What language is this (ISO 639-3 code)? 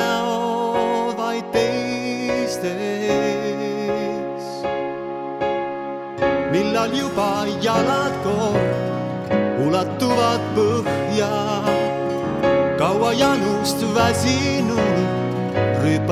est